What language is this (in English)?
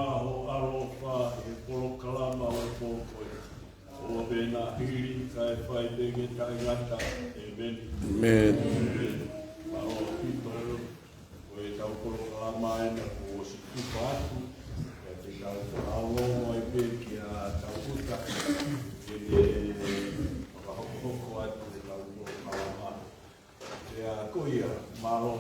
Tongan